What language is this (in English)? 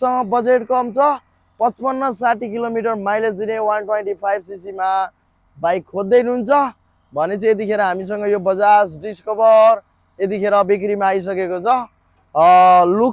Nepali